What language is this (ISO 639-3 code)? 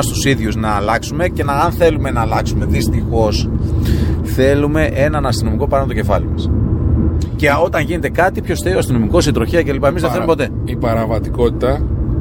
ell